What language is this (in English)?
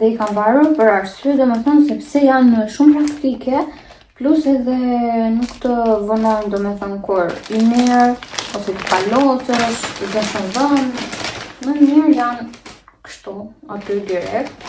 Albanian